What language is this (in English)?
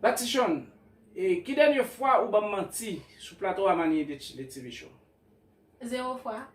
Haitian Creole